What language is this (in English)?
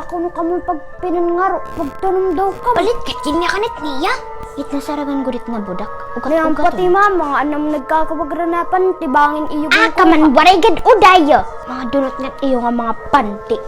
Waray